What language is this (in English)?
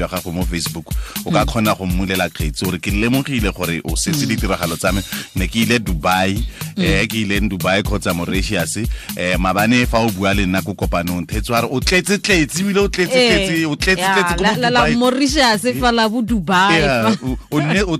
Tswana